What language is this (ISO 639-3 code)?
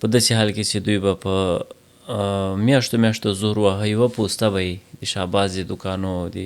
pus